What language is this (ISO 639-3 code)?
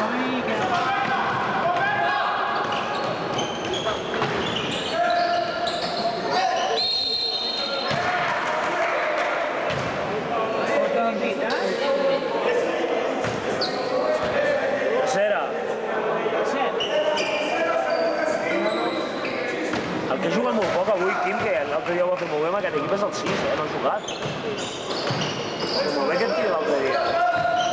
cat